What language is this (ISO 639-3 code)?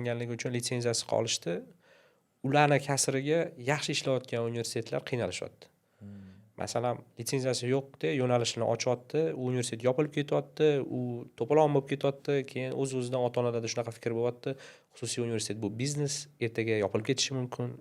uzb